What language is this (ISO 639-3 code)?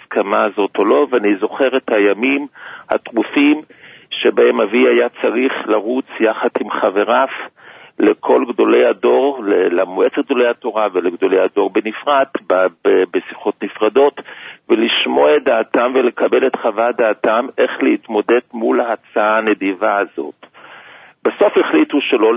heb